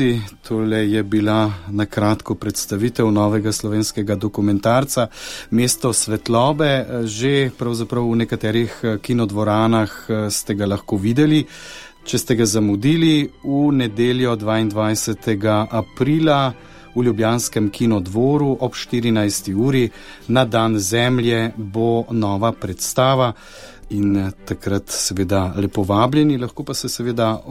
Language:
Slovenian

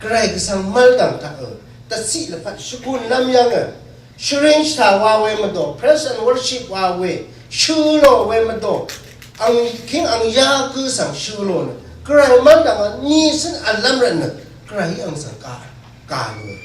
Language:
Rawang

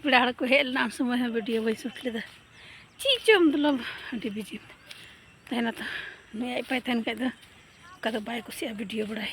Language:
Santali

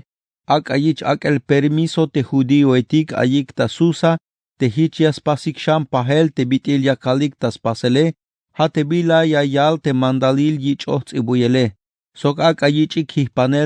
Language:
Tzeltal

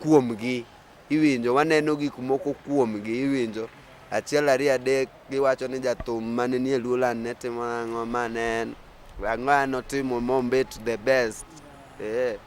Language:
Luo (Kenya and Tanzania)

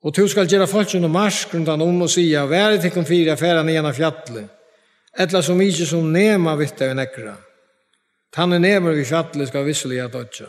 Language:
Faroese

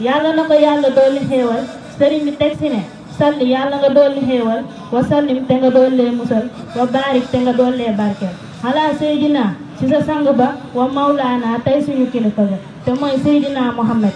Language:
Wolof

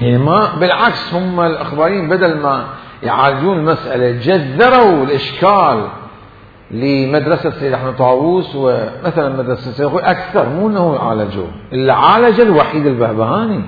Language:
Mesopotamian Arabic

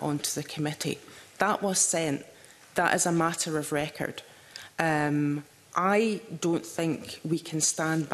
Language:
English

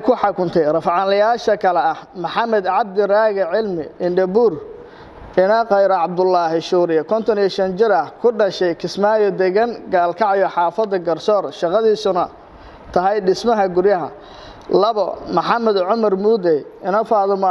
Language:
Somali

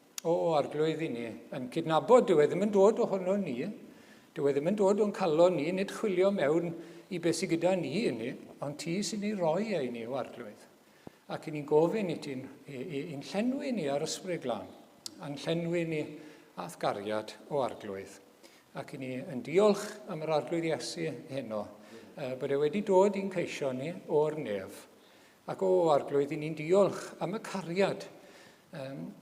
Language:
Welsh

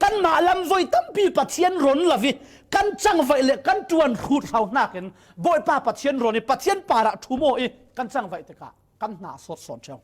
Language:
Falam Chin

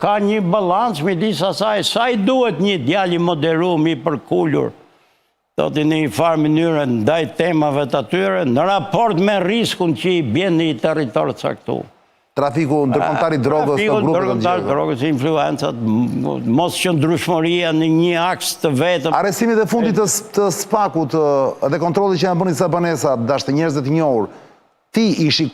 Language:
Albanian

